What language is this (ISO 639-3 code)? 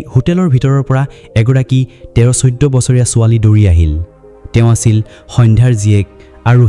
asm